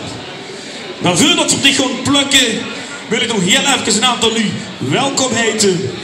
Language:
Limburgish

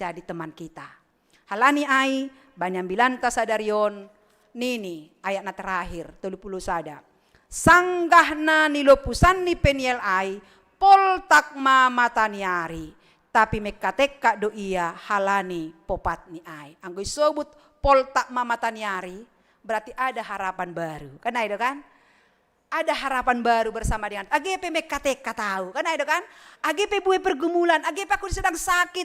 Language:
Batak Simalungun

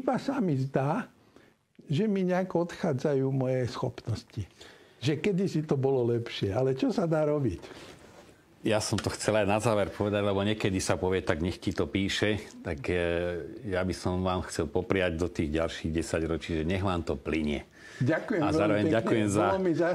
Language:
Slovak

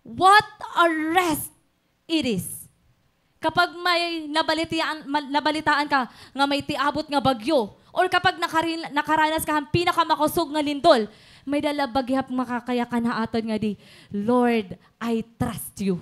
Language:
Waray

